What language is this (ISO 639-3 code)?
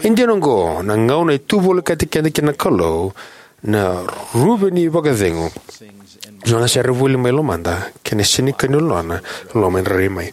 fij